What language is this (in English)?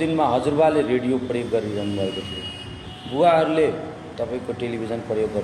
Nepali